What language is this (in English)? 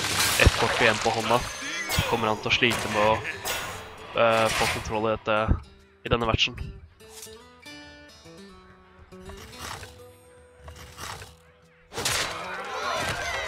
Norwegian